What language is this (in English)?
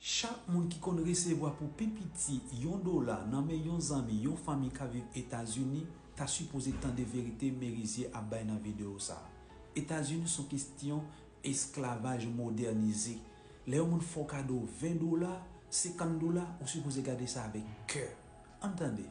Haitian Creole